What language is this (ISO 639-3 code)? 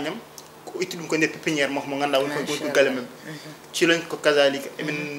ful